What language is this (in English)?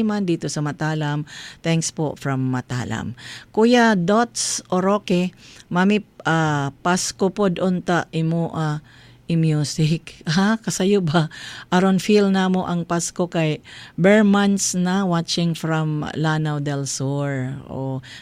Cebuano